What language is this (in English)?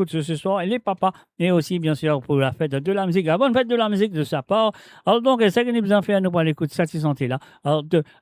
Morisyen